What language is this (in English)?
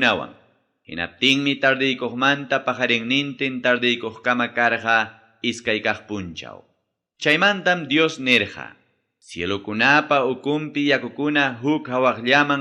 Ayacucho Quechua